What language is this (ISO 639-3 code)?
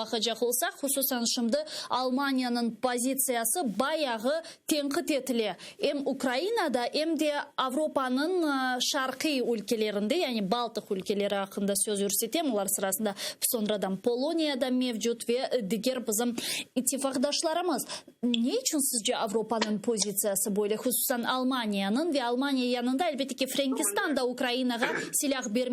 crh